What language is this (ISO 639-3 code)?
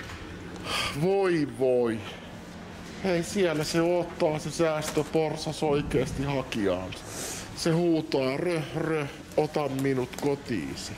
fin